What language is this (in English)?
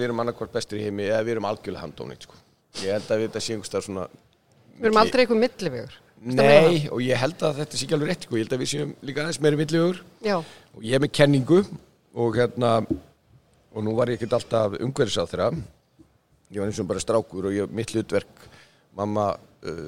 Icelandic